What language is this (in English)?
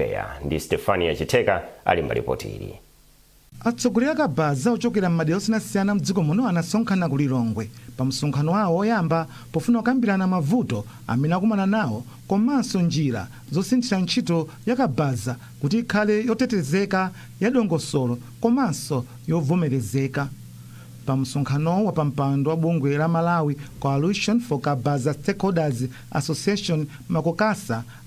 Nyanja